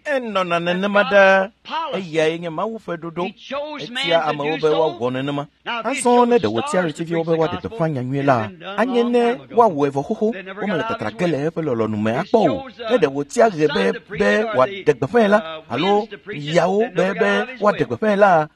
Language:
Ewe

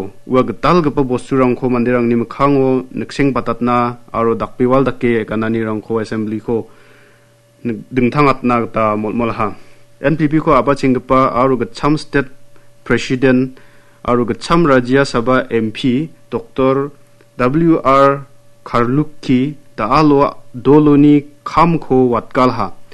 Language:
Garo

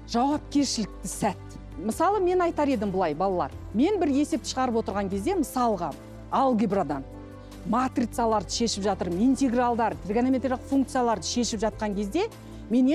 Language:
Kazakh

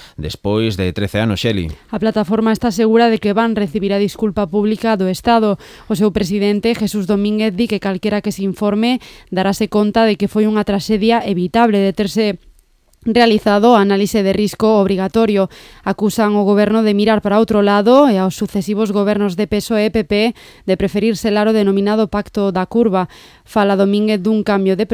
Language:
Galician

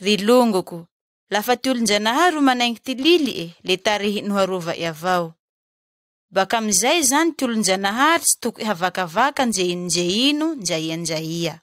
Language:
Malagasy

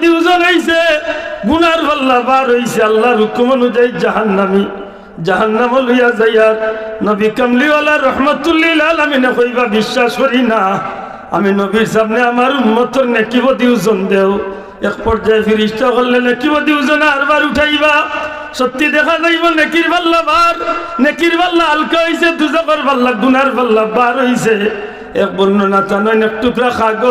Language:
Sylheti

